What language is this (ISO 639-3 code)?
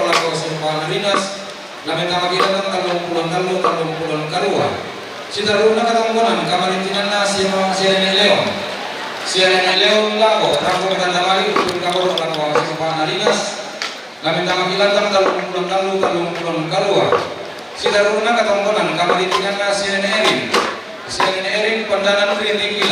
sda